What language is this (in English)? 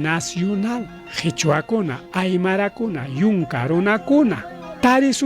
Ayacucho Quechua